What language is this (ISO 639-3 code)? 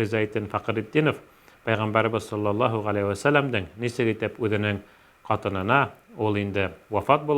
bak